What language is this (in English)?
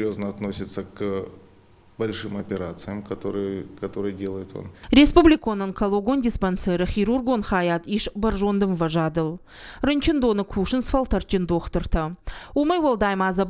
Ossetic